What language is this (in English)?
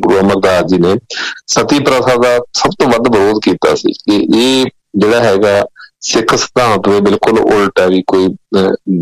Punjabi